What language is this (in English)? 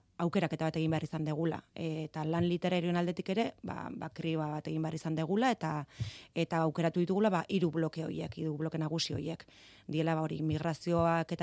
Basque